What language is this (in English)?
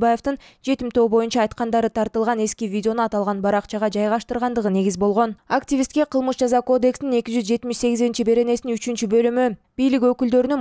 Kyrgyz